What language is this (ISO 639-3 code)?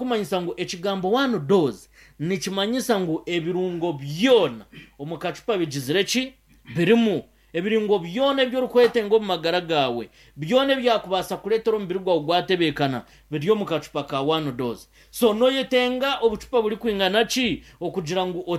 nyn